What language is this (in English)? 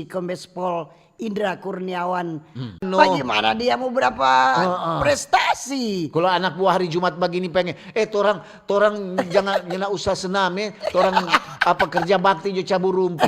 Manado Malay